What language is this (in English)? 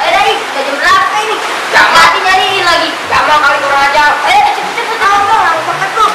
Betawi